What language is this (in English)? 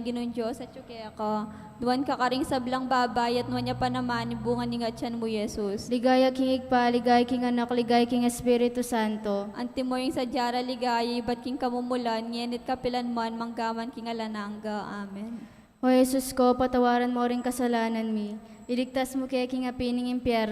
Pampanga